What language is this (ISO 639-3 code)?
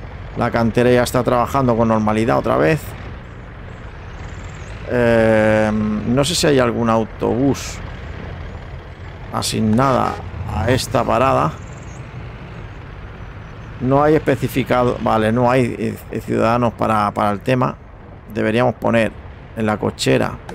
spa